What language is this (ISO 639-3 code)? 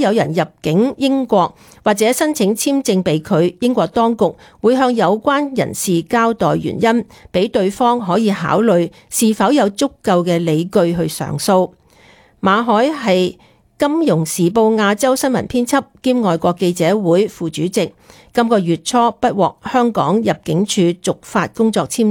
yue